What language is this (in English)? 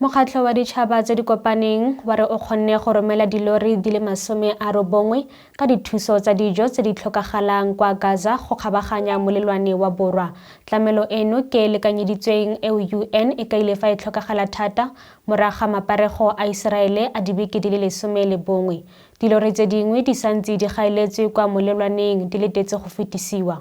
Tswana